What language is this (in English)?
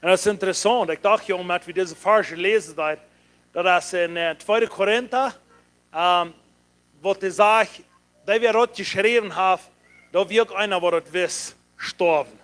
Plautdietsch